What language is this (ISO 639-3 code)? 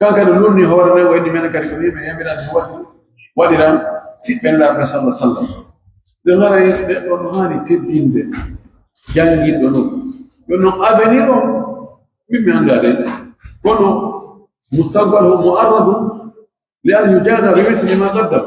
fuf